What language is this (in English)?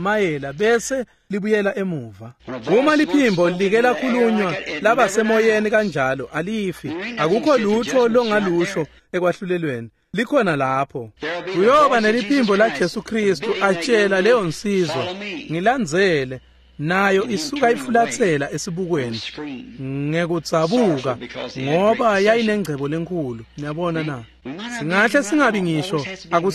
Swati